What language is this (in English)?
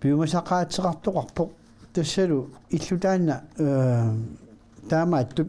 Kalaallisut